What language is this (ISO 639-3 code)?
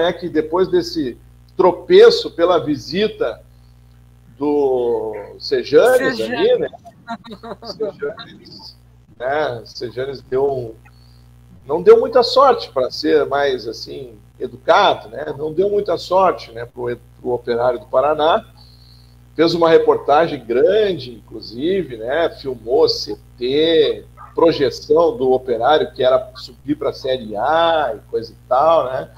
por